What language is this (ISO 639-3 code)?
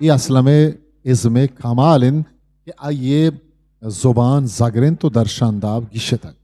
bgp